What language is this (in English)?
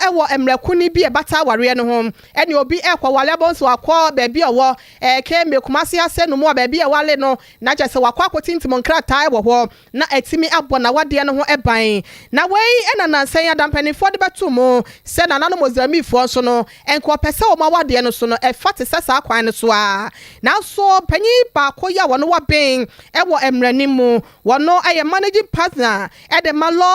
Akan